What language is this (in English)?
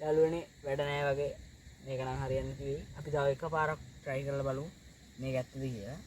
Sinhala